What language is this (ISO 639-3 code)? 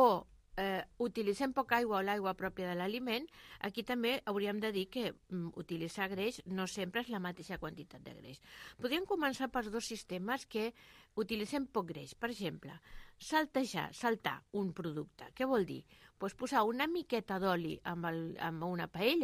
cat